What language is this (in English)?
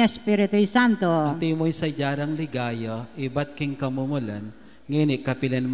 Pampanga